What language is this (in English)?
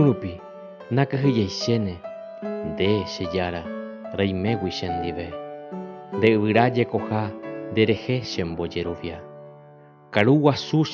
Guarani